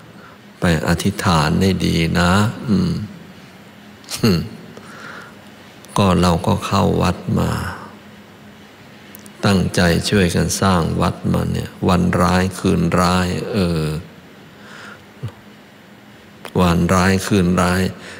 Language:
Thai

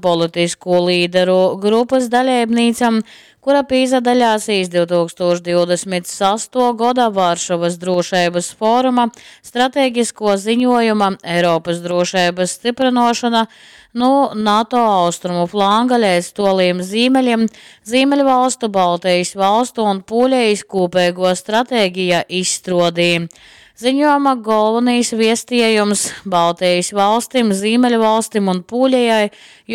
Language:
Latgalian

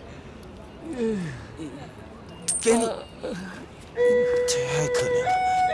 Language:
Chinese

